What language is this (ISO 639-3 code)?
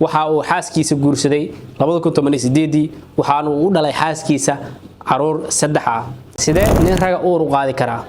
som